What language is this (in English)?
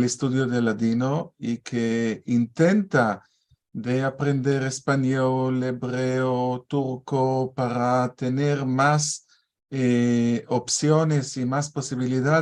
Ladino